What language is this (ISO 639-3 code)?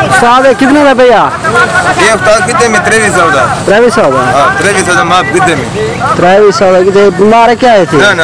skr